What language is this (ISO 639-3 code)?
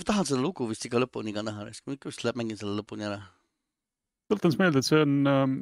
est